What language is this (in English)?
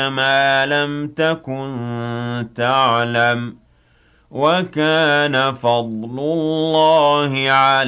Arabic